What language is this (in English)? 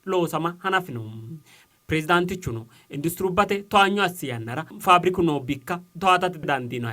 Sidamo